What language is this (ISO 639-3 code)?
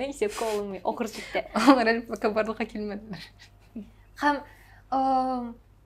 tat